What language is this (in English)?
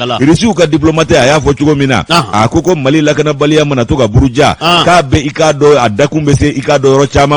Bambara